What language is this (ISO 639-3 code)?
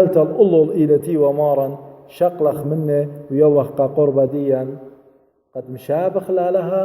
aii